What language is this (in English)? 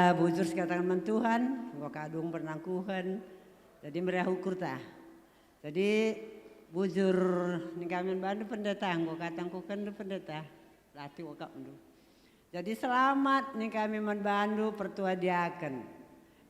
Batak Karo